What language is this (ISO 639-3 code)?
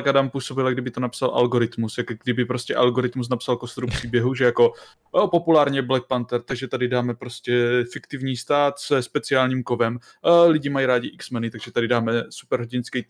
ces